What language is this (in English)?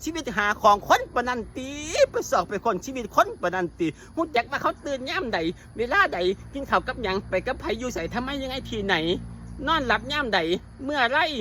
Northeastern Thai